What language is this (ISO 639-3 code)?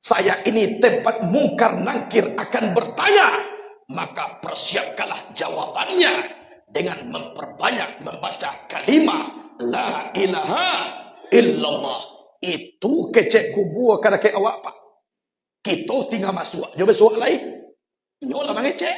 min